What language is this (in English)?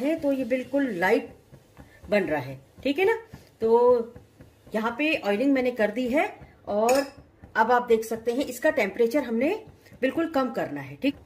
Hindi